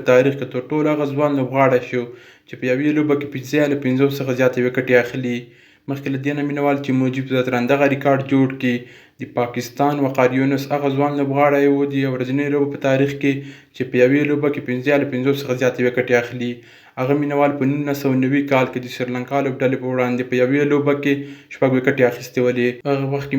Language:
Pashto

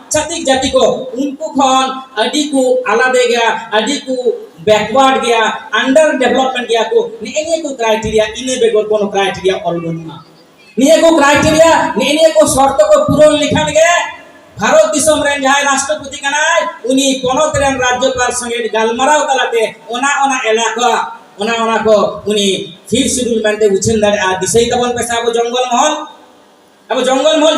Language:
Santali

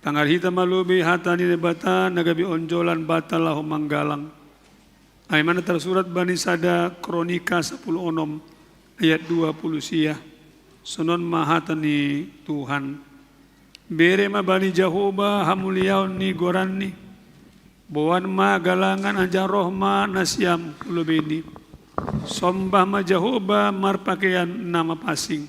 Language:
Batak Simalungun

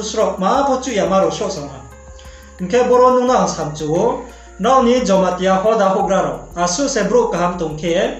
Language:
Riang (India)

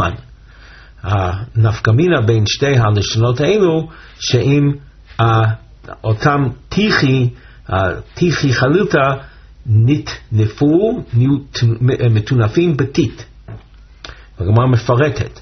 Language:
Hebrew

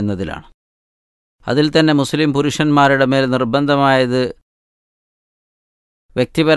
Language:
Malayalam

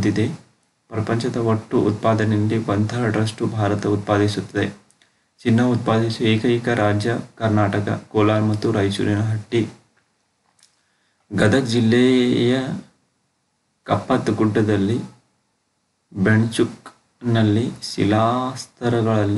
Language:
Kannada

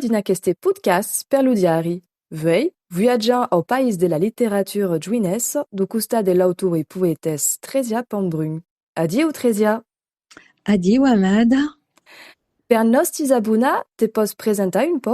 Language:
Occitan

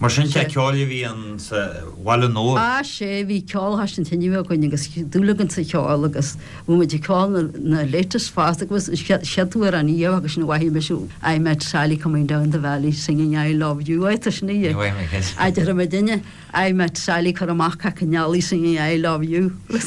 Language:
Irish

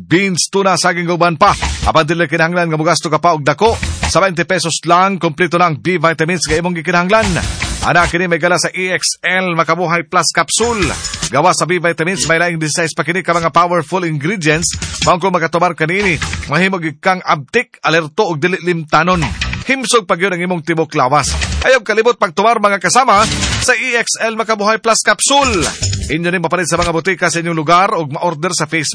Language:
Cebuano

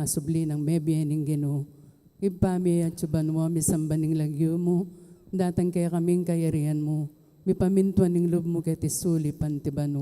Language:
Pampanga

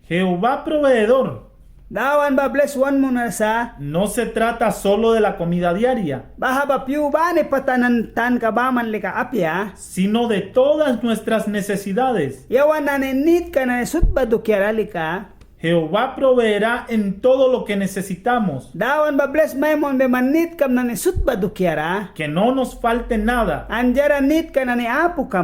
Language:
Mískito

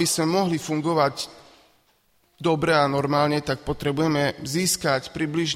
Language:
Slovak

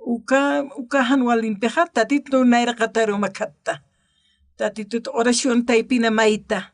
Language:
Aymara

